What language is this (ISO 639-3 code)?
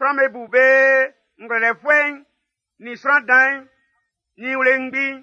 bci